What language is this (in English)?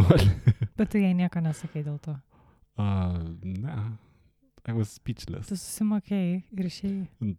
Lithuanian